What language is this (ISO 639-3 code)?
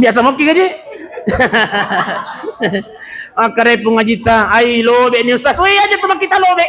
bug